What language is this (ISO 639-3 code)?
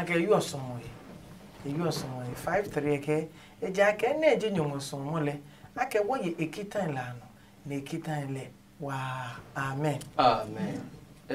ada